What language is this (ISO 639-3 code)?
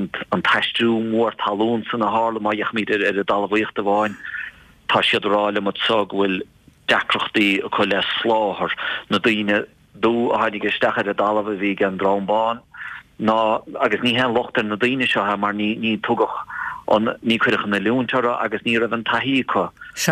gle